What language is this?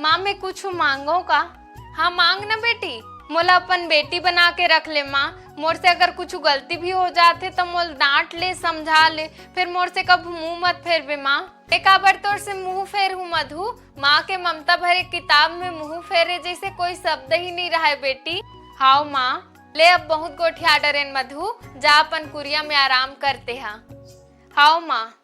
Chhattisgarhi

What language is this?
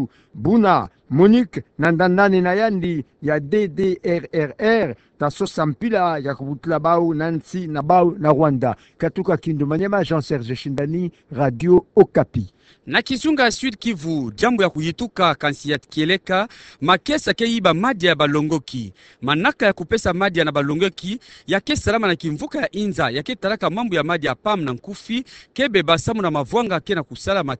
Kituba (Democratic Republic of Congo)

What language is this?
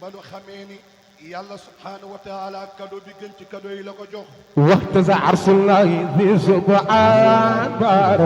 Wolof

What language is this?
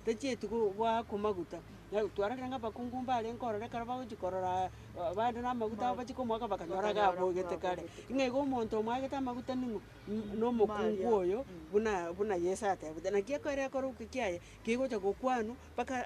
Gusii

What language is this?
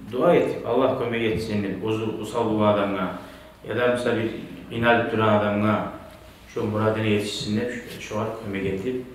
Kumyk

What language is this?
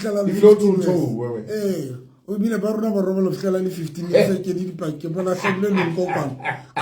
Southern Sotho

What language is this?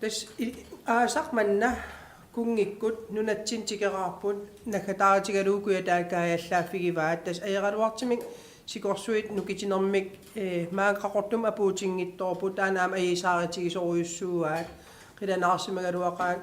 Kalaallisut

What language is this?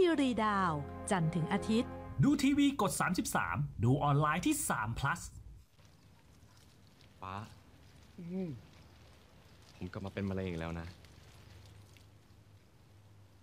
Thai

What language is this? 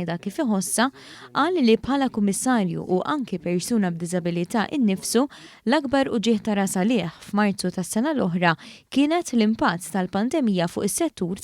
Maltese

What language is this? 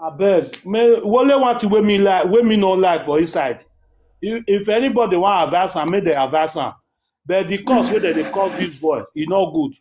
Nigerian Pidgin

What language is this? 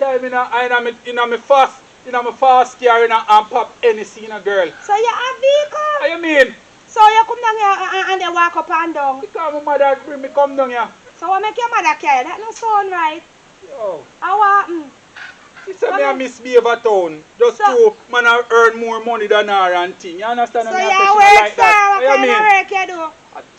Jamaican Creole English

